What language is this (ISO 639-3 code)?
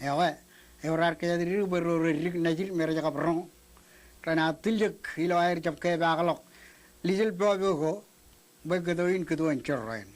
mah